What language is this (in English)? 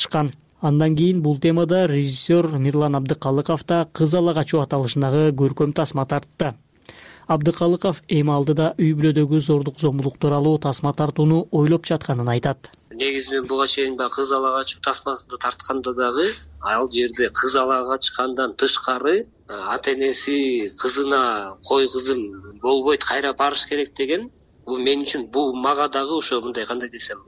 Kyrgyz